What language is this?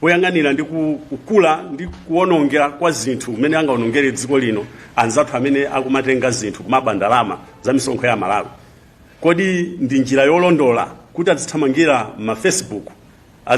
Nyanja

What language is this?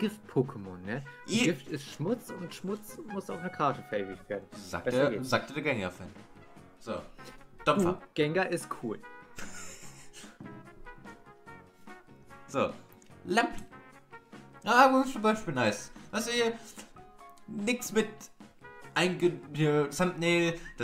German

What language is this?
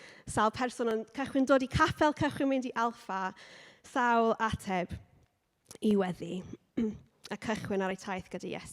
Welsh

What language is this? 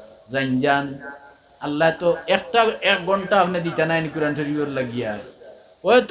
Sylheti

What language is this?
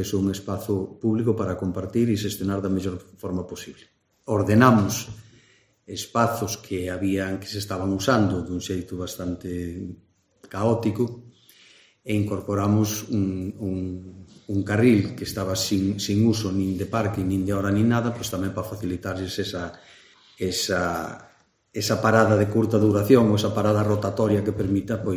Galician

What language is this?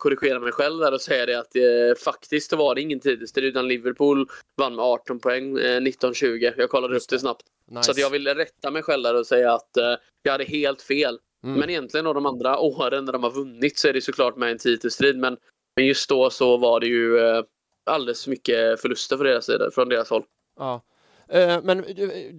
Swedish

